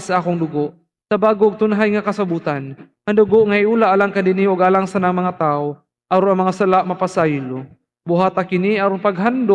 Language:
Cebuano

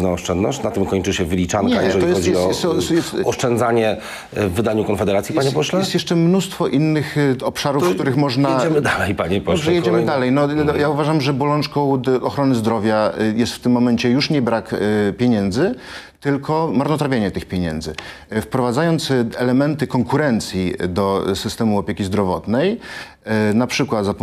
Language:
Polish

